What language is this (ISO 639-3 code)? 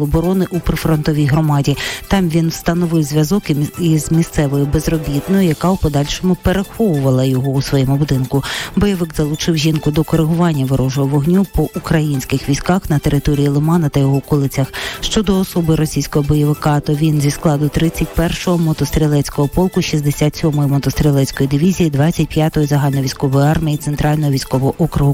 ukr